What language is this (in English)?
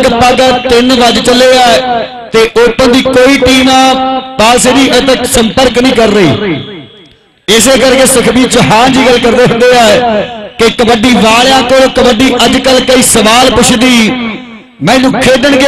Punjabi